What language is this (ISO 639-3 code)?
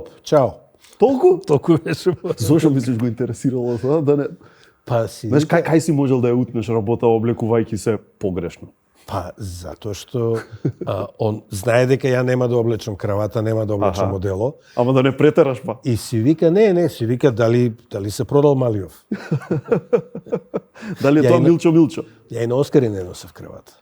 mkd